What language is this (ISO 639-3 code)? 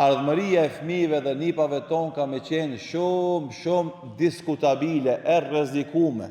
sqi